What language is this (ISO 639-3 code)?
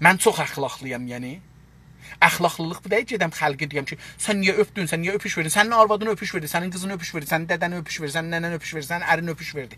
azb